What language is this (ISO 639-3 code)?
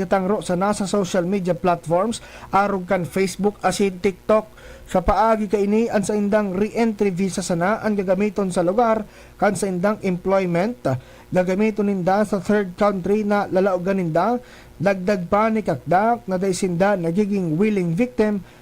bik